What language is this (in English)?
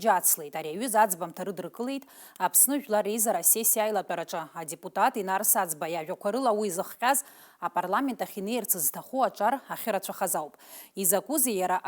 Abkhazian